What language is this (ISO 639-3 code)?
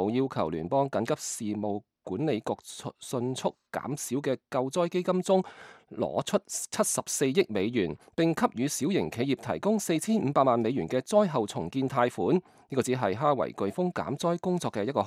yue